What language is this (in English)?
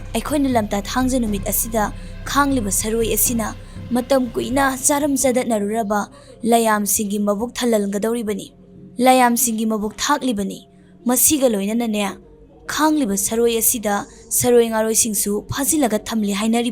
Manipuri